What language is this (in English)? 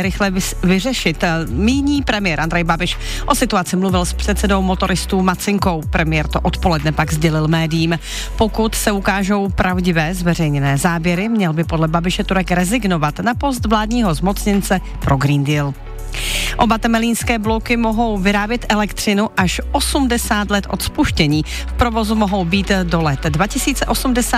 Czech